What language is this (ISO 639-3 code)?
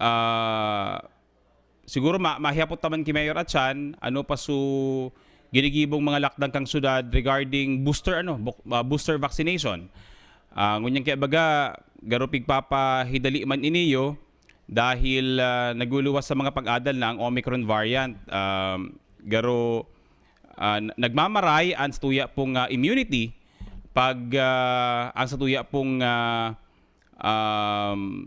bik